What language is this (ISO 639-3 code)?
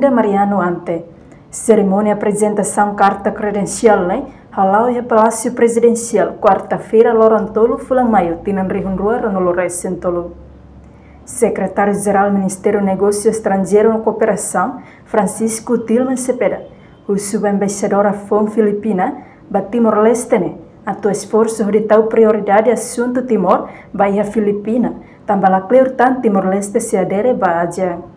tet